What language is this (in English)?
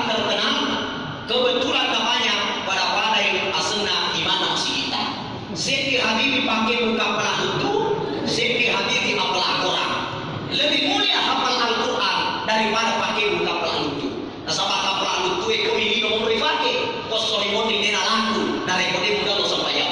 Buginese